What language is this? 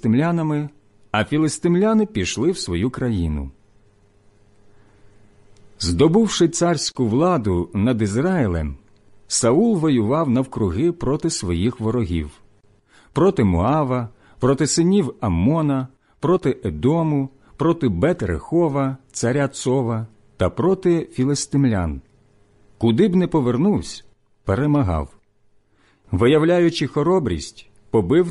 Ukrainian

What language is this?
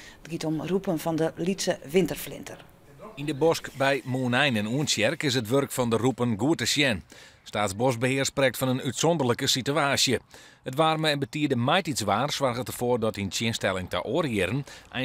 Western Frisian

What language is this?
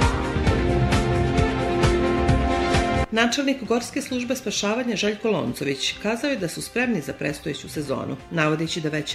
Serbian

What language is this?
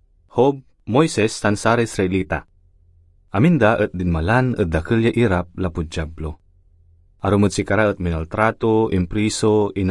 Pangasinan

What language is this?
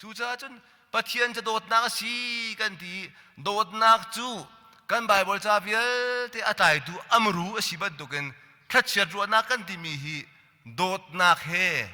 Hakha Chin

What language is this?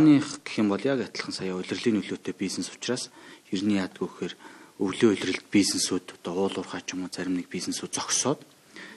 Mongolian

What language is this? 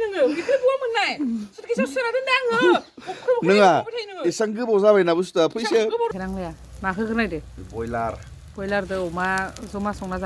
Bodo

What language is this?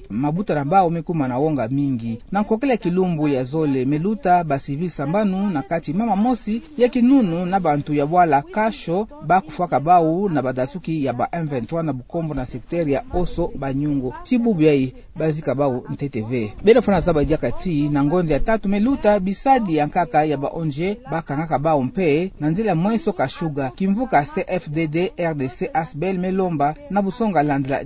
Kituba (Democratic Republic of Congo)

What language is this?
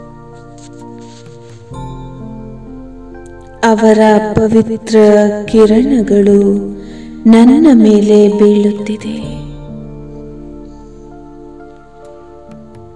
Kannada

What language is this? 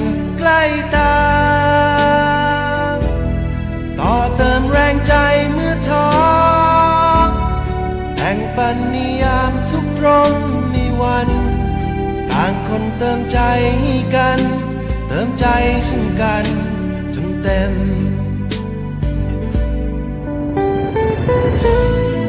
Thai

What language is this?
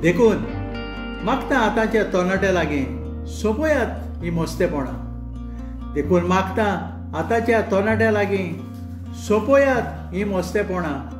Konkani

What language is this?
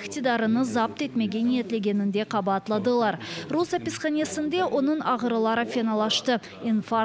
Crimean Tatar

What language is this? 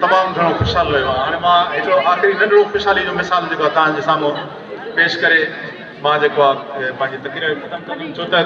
Sindhi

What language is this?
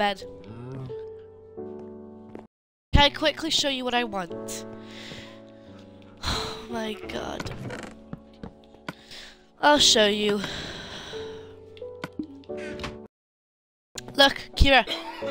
English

